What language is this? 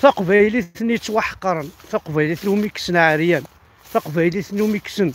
Kabyle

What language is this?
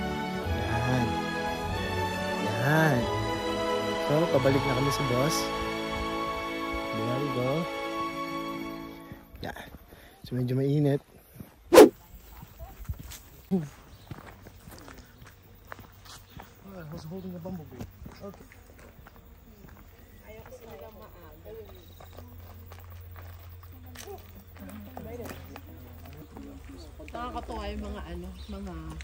Filipino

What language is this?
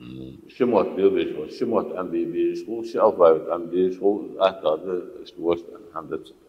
Ingush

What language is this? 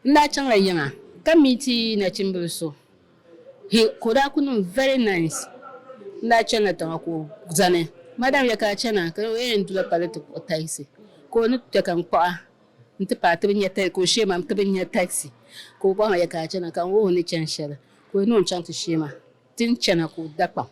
Dagbani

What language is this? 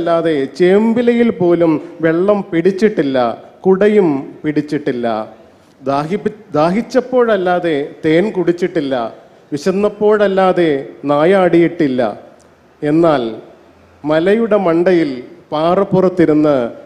Malayalam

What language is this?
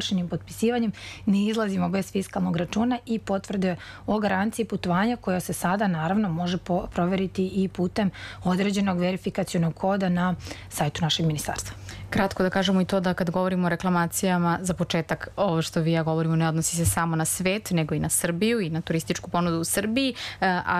Serbian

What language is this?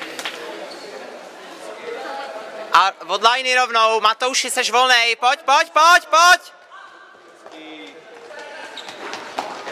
Czech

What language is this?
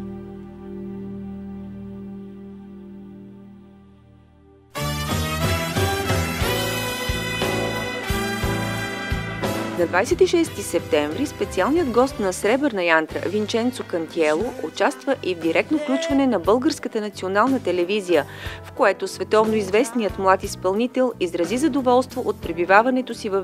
Bulgarian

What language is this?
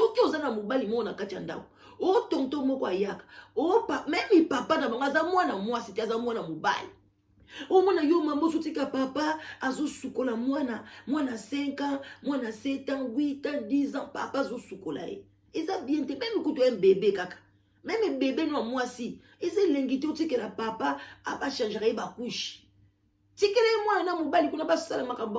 Lingala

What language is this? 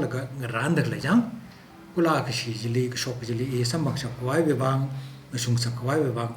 Tangkhul Naga (India)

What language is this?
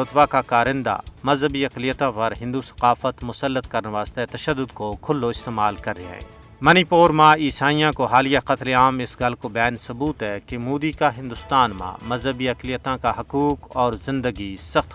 Gujari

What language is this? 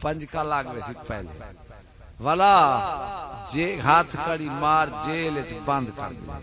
Saraiki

